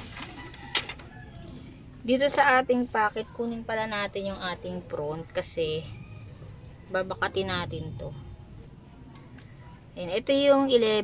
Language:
Filipino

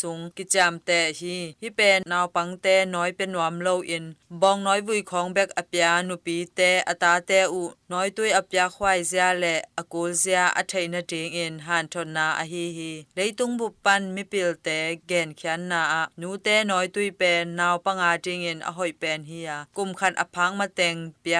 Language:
Tedim Chin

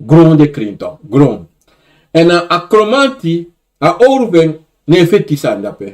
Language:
Sranan Tongo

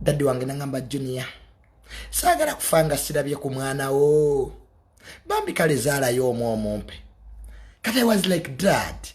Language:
Ganda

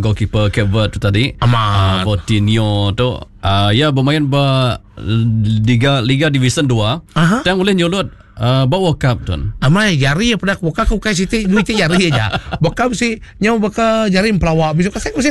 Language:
Iban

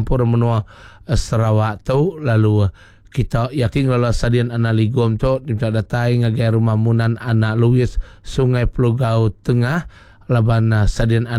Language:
Iban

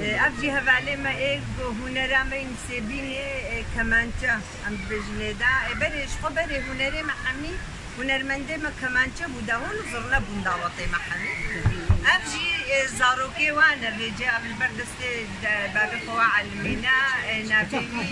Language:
Kurdish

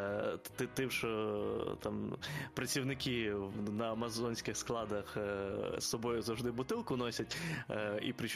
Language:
Ukrainian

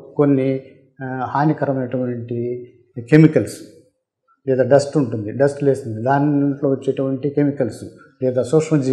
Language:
Telugu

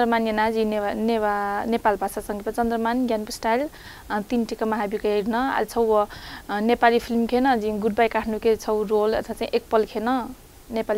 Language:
Newari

